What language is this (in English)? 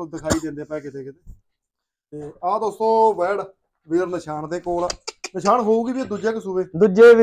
Punjabi